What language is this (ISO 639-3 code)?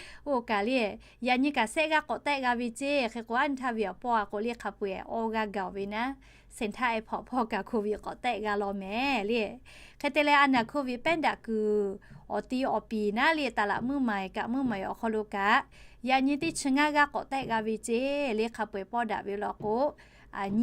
lhu